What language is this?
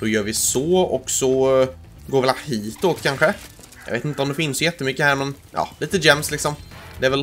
Swedish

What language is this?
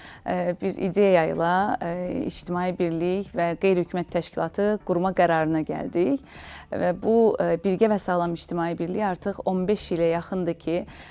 Azerbaijani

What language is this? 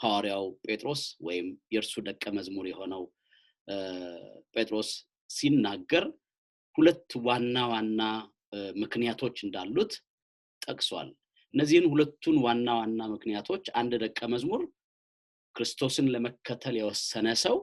Amharic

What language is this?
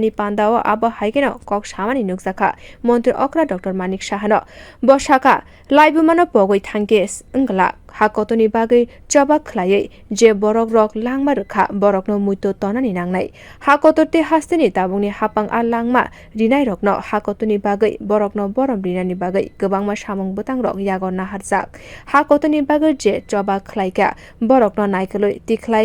Kok Borok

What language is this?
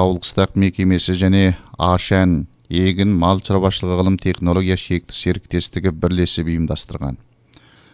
Kazakh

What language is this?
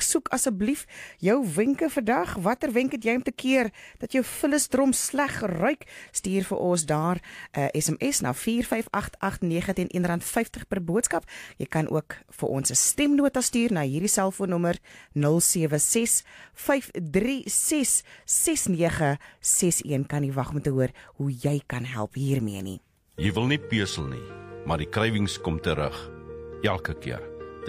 Afrikaans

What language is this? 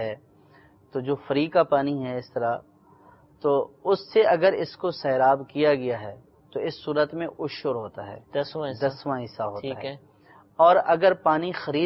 Urdu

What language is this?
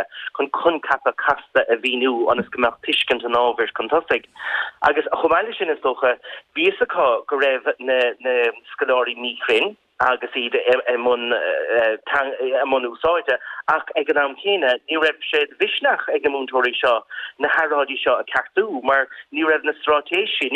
Irish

